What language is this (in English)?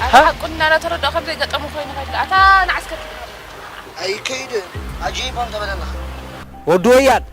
Tigrinya